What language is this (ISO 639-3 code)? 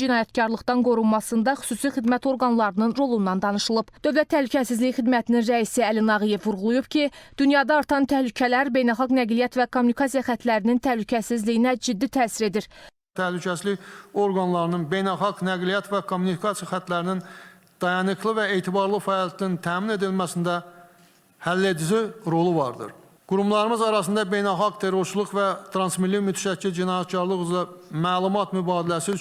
aze